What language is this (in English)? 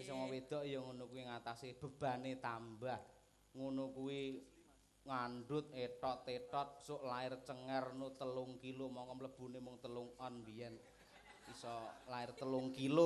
Javanese